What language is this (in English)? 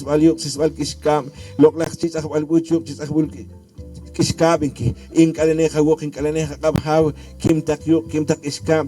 Poqomchi'